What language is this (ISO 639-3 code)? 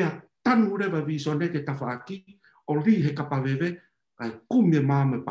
ton